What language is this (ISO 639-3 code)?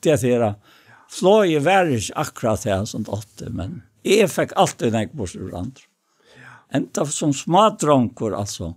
fao